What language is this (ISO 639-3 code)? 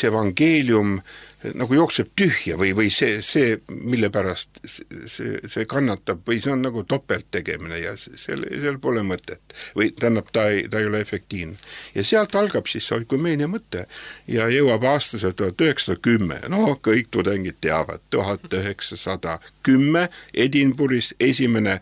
est